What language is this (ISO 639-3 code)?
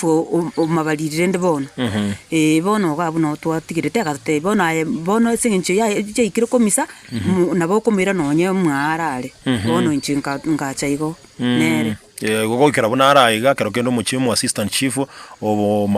guz